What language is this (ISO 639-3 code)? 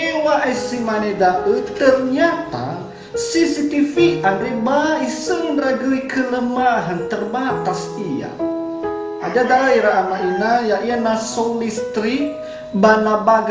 nia